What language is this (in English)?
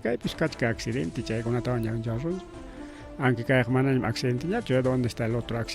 Ayacucho Quechua